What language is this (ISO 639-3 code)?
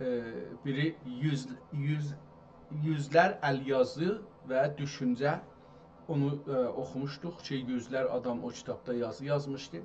azb